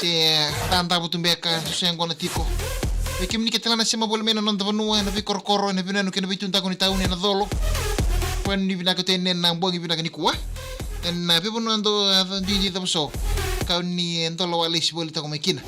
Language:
Fijian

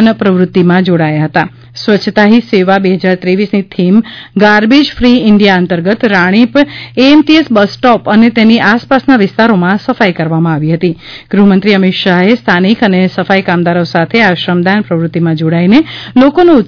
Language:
Gujarati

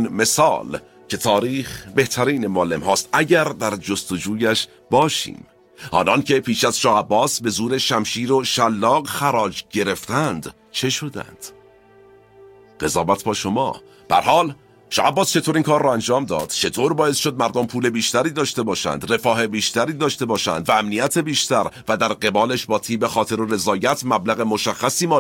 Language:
Persian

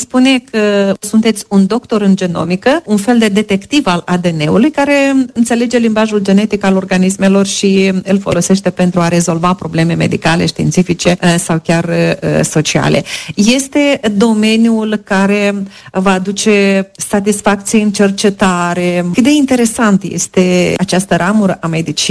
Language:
Romanian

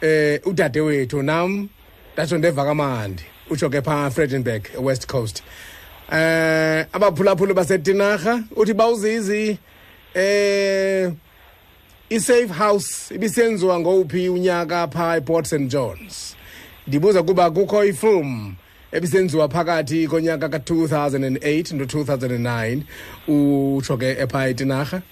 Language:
Xhosa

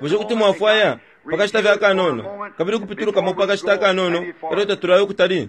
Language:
Bemba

